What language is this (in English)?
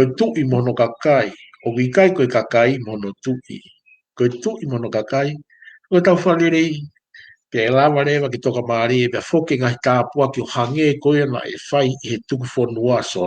Tongan